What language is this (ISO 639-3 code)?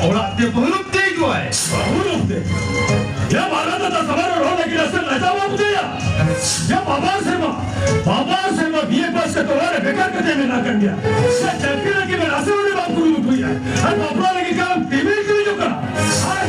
sat